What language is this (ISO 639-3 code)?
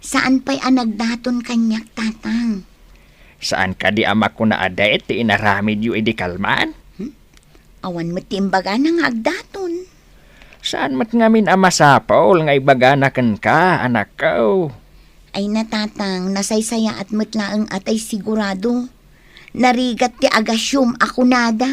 ilo